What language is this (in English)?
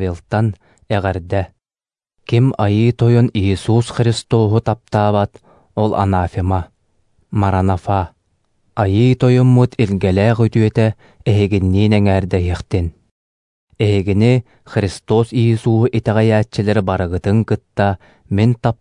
Yakut